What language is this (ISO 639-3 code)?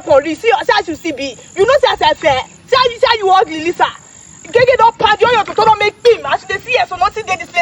pcm